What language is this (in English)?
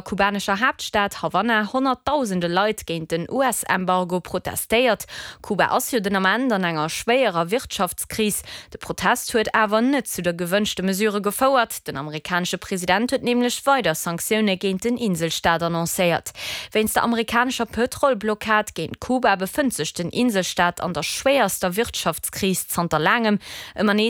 Luxembourgish